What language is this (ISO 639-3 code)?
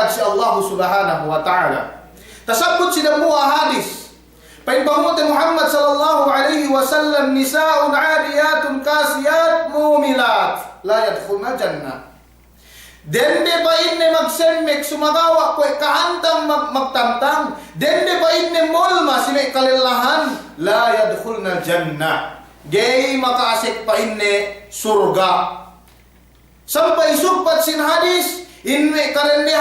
yka